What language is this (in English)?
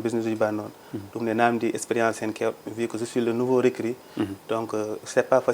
Fula